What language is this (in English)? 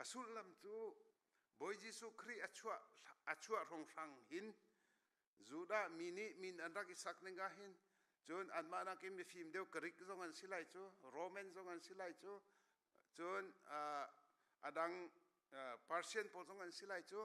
Hakha Chin